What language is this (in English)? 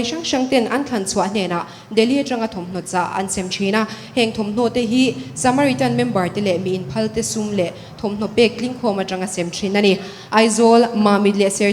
Mizo